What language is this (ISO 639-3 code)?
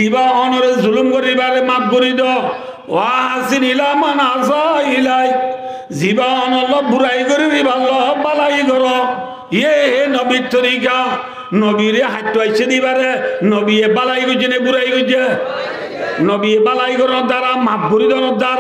rhg